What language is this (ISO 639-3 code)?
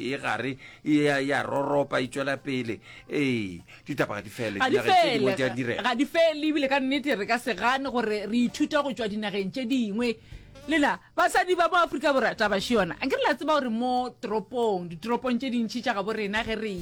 nso